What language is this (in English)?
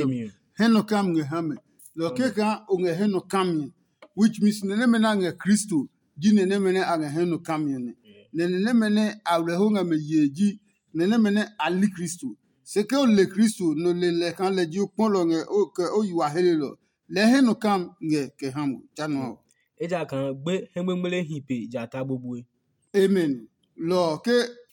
Adangme